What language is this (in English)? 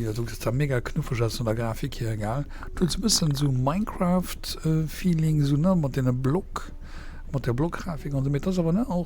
Luxembourgish